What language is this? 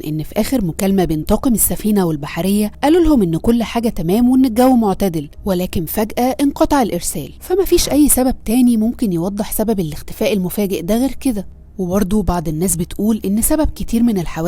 Egyptian Arabic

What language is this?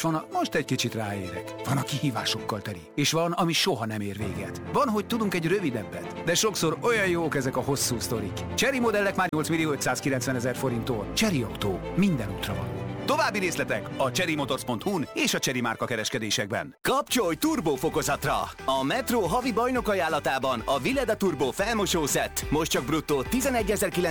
Hungarian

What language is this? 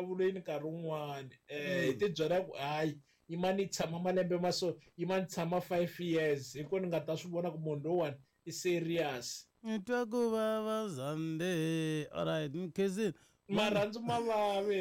Tsonga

